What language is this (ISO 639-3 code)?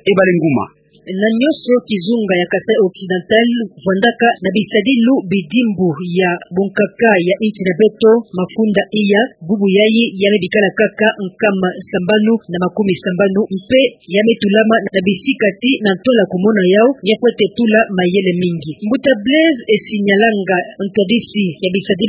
ktu